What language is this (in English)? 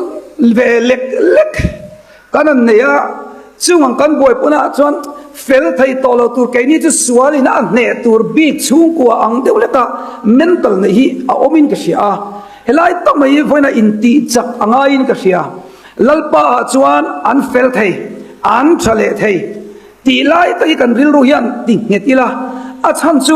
Mizo